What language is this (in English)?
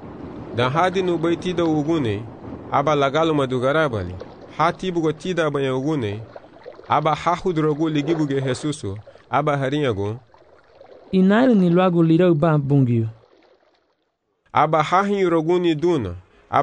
Garifuna